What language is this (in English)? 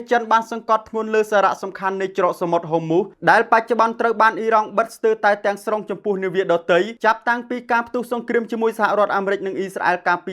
Khmer